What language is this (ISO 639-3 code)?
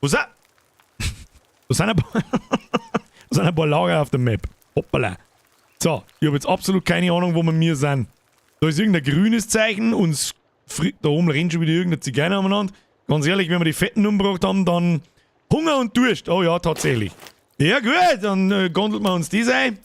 bar